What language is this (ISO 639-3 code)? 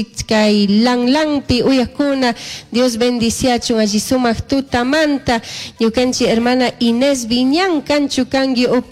qug